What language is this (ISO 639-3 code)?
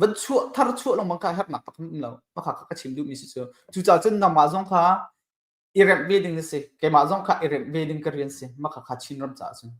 cnh